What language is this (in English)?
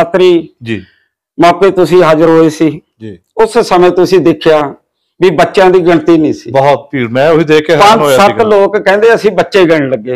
Punjabi